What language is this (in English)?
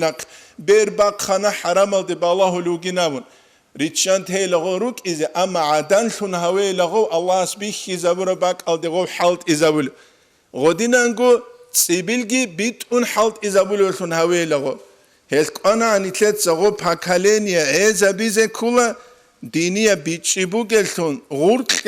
Avaric